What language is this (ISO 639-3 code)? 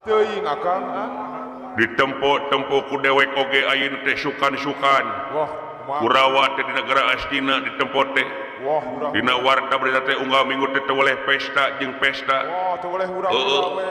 sun